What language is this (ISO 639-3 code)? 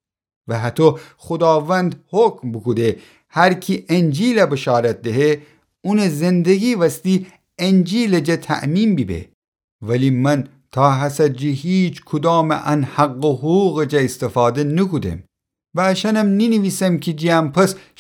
glk